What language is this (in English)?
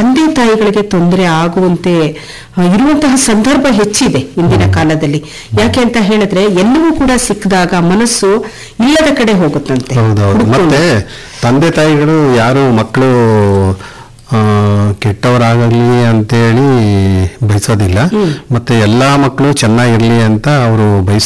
Kannada